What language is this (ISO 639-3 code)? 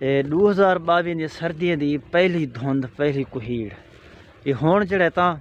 skr